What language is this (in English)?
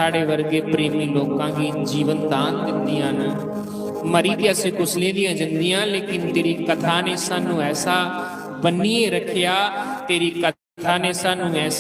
Dogri